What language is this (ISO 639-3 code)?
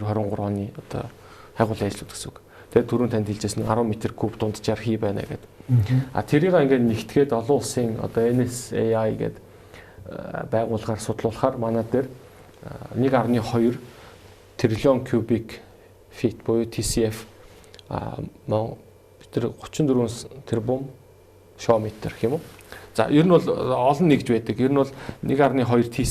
mon